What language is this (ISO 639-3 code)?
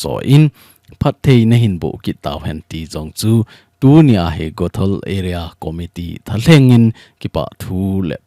tcz